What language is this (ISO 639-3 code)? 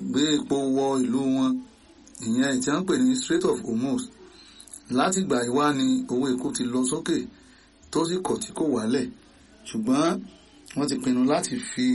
yor